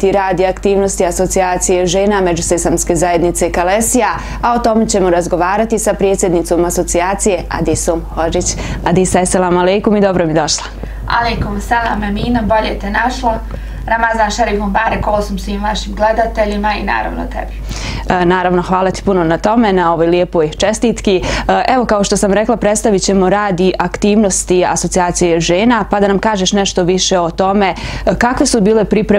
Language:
Bosnian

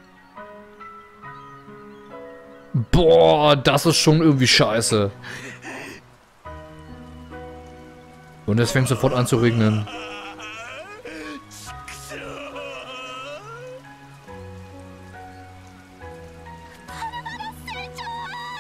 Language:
German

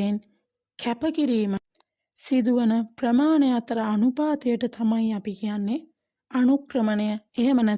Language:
Sinhala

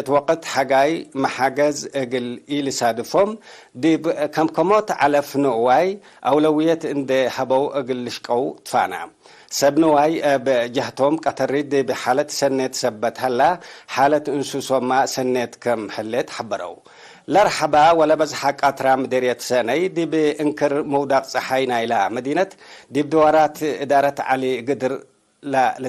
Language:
Tigre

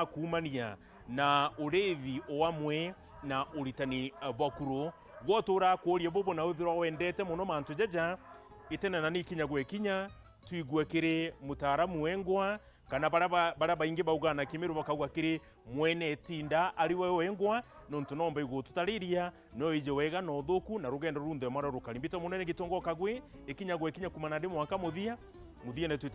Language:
Meru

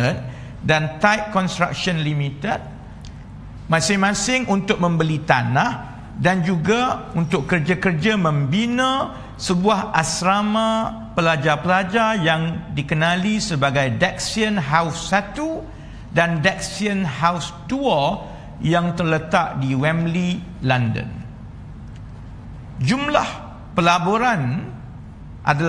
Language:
Malay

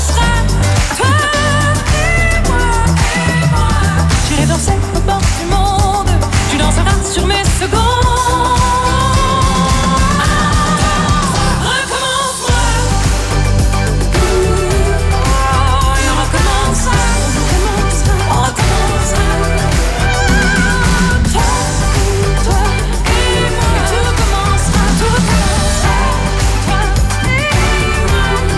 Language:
French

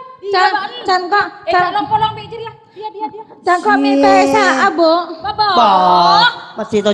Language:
Madurese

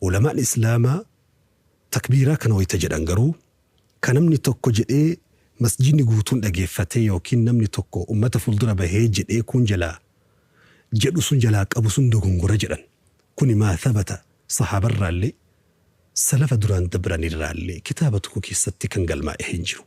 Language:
Oromo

